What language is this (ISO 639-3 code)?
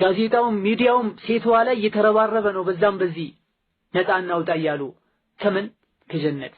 amh